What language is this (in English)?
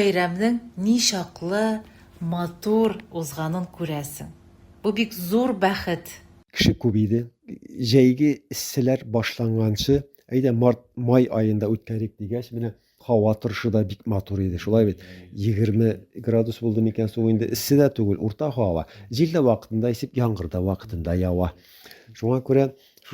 Tatar